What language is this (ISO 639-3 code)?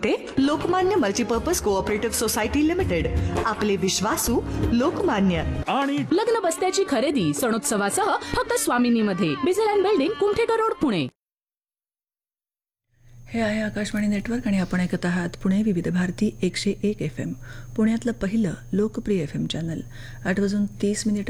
mar